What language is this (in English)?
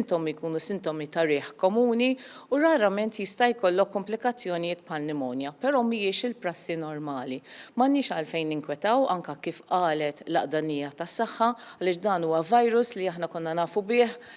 Maltese